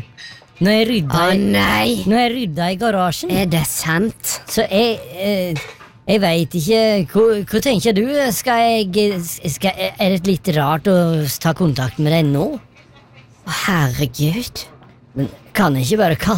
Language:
Norwegian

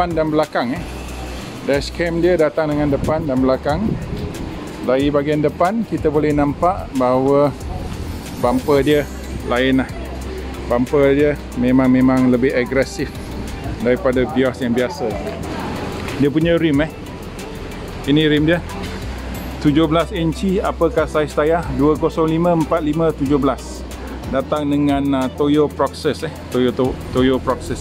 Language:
Malay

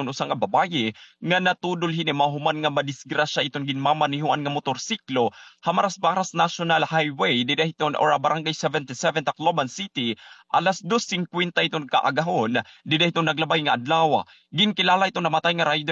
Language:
Waray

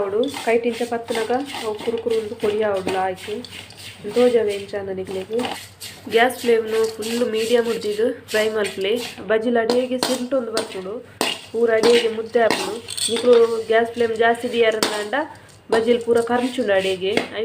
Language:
Tulu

